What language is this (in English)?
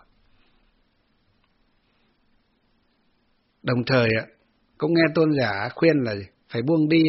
Vietnamese